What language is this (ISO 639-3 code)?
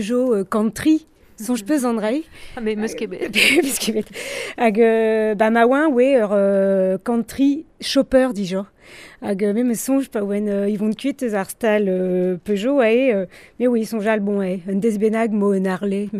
bre